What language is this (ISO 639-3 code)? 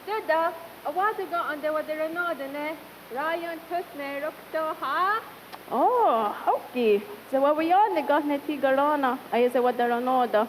moh